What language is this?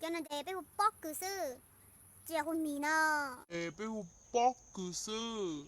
Hmong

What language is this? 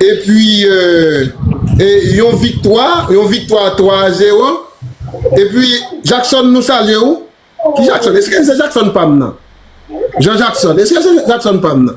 Haitian Creole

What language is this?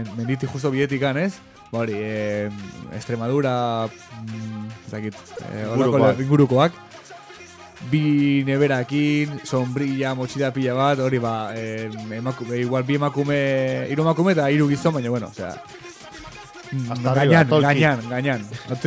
Basque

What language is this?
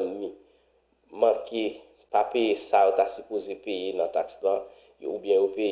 Haitian Creole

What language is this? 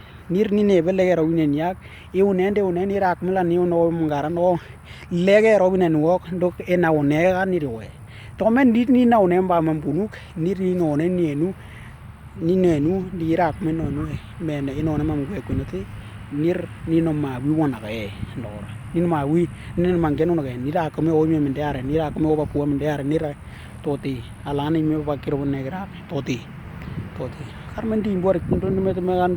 Western Dani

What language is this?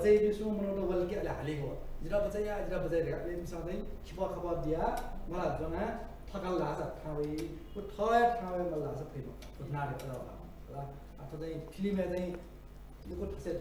Newari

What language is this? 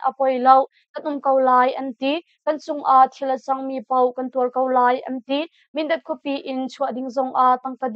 Hakha Chin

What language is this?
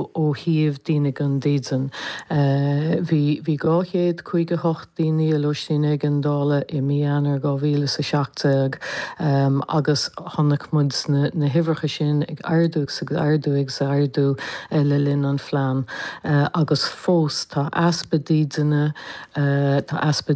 Irish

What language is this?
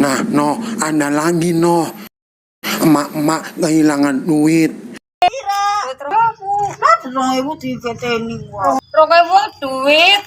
Betawi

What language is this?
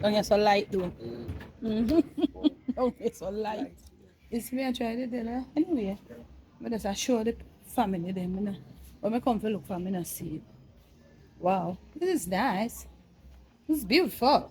Jamaican Creole English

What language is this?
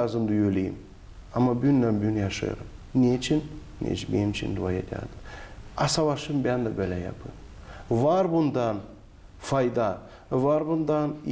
Gagauz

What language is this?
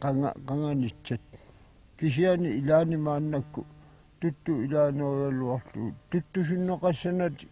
Kalaallisut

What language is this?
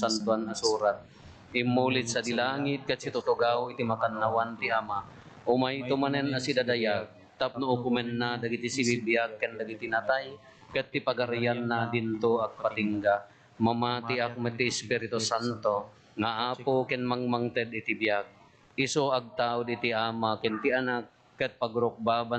Iloko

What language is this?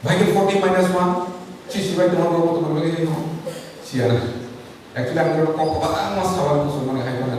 Kok Borok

